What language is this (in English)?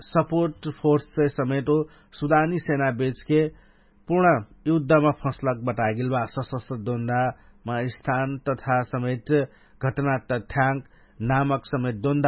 Dangaura Tharu